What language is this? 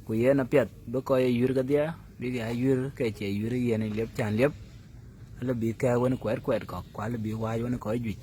Dinka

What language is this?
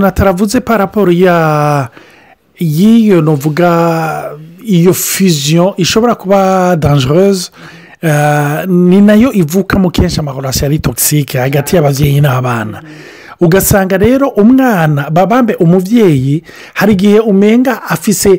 Rundi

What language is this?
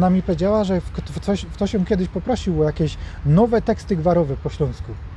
Polish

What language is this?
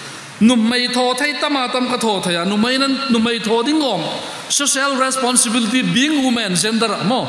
Hmar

